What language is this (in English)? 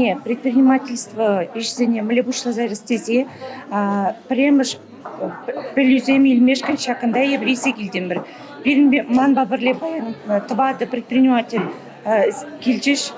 Chuvash